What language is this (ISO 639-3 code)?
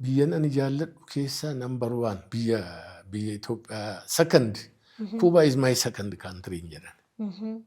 orm